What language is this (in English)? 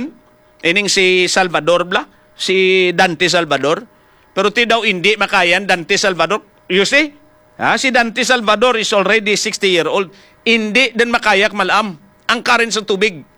Hiligaynon